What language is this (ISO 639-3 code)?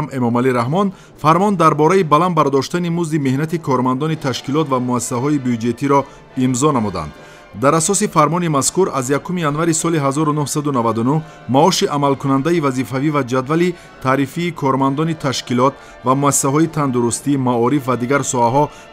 tgk